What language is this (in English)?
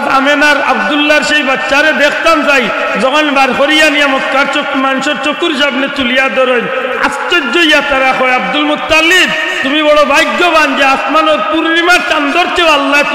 Sylheti